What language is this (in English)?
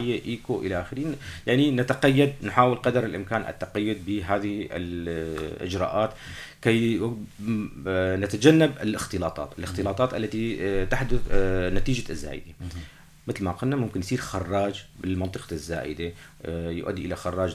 North Levantine Arabic